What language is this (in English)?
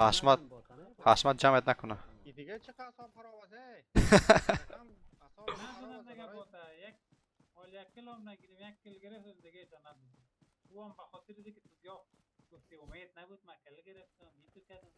Persian